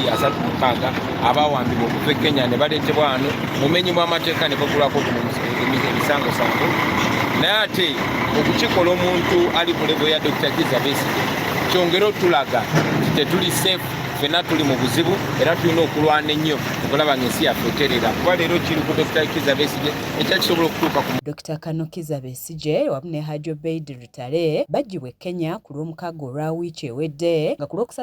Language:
Ganda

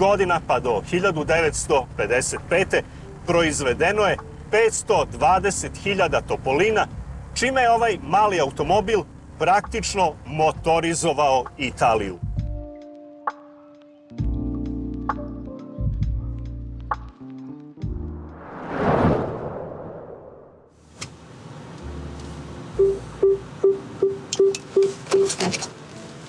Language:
Serbian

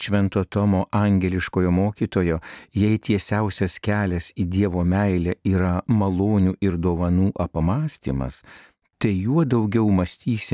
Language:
Lithuanian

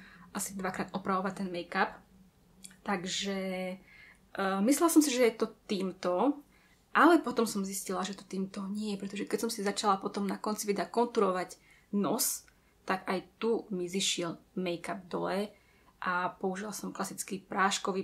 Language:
Slovak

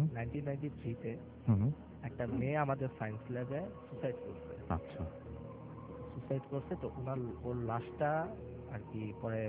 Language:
Bangla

